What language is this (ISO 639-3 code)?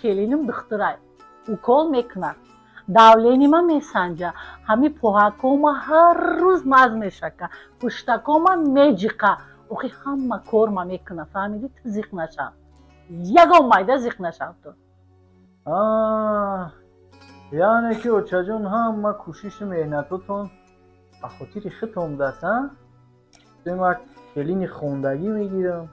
tgk